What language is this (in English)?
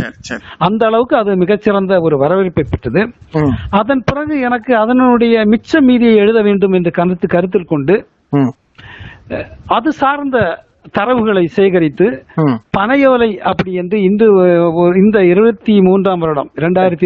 Tamil